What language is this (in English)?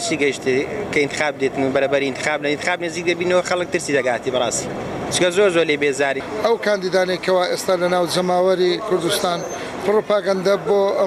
Central Kurdish